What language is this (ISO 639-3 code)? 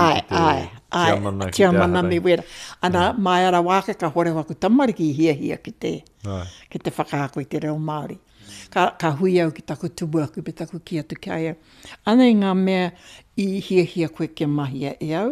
mri